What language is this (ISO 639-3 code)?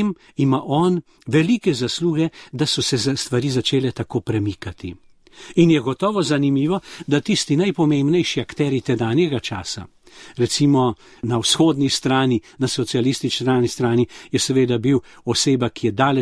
slv